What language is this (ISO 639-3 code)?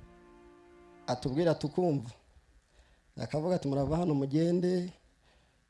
kin